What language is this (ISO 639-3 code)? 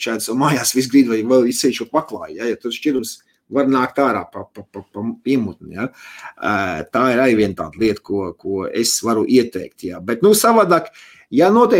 lav